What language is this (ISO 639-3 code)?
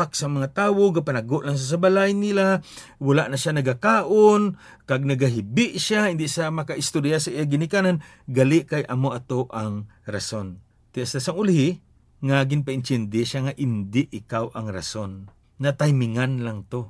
hil